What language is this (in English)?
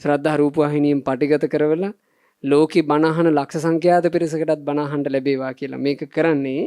Sinhala